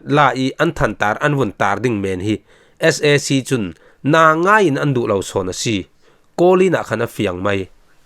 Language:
Falam Chin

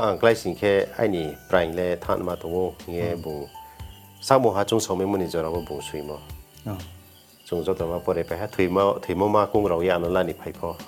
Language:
Riang (India)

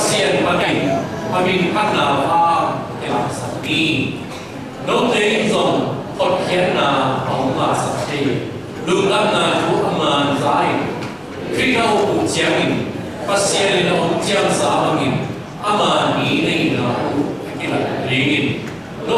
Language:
Tedim Chin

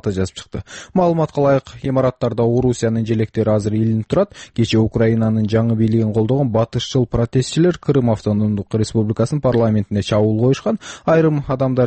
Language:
Kyrgyz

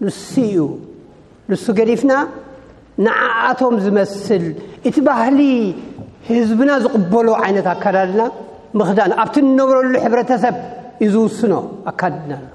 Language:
Tigrinya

